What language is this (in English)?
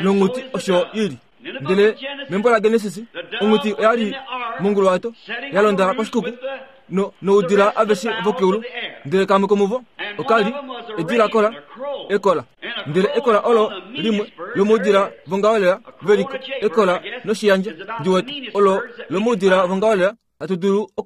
Kuanyama